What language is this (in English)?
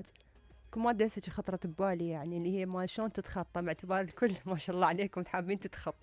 Mesopotamian Arabic